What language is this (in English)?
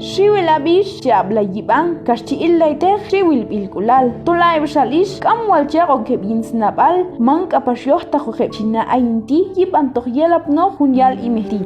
Q'anjob'al